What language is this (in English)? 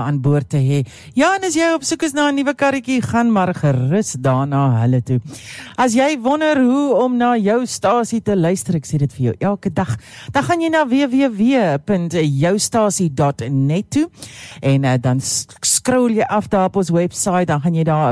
Afrikaans